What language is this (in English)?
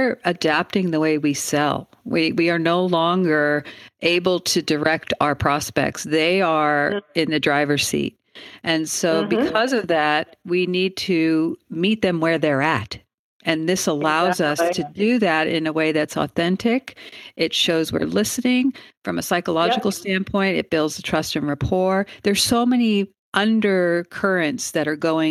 English